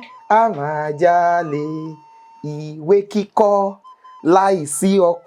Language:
Yoruba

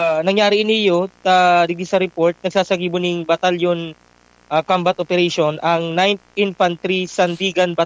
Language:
Bikol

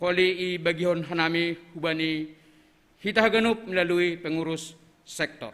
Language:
Batak Simalungun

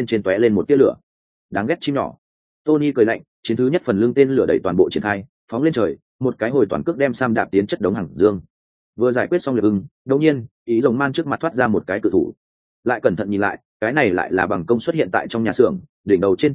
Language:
Vietnamese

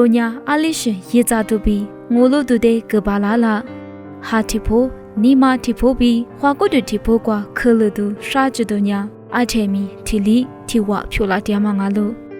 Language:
Lisu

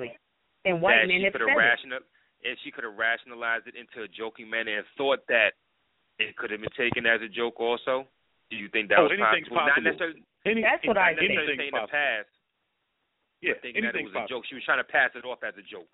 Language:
English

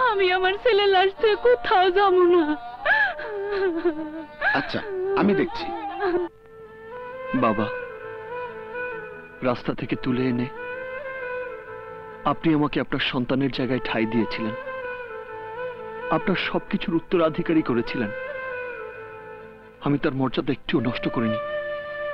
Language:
Bangla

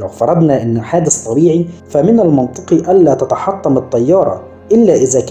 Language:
Egyptian Arabic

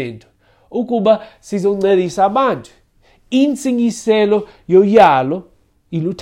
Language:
Xhosa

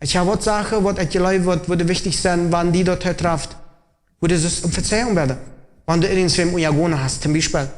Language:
Plautdietsch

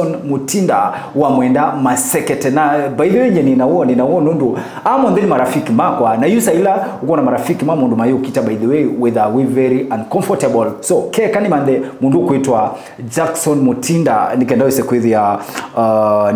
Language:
Kamba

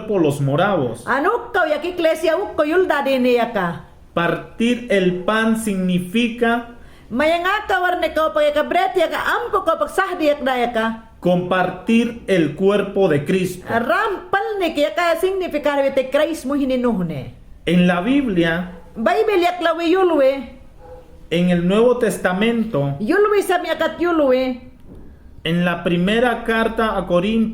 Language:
Mayangna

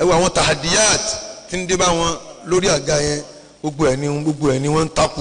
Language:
Yoruba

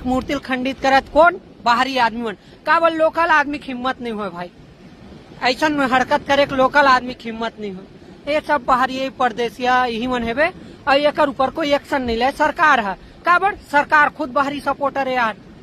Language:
Chhattisgarhi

